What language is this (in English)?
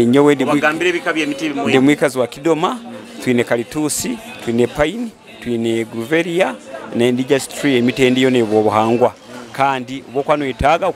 Nyoro